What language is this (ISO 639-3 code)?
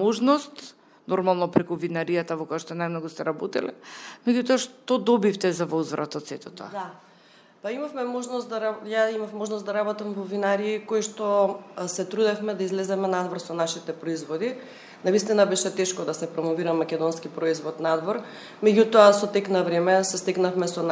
mkd